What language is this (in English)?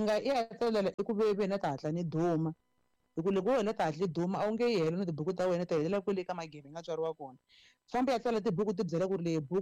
Tsonga